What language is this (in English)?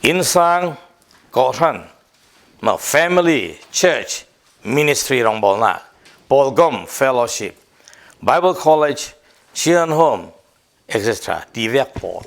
Falam Chin